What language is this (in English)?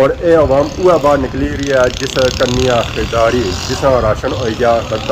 Pahari-Potwari